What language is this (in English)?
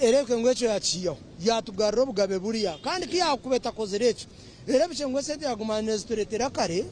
Nyankole